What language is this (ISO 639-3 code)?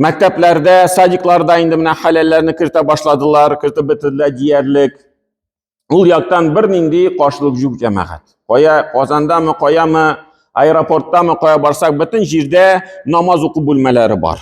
tat